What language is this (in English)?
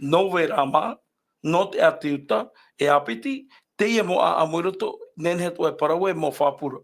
Tahitian